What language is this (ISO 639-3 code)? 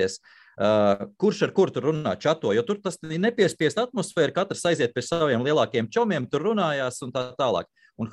lav